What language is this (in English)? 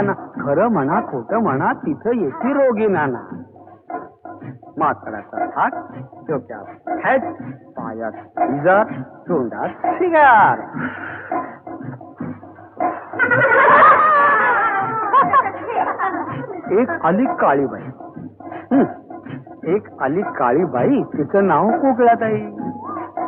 Marathi